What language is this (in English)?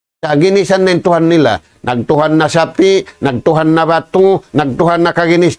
Tausug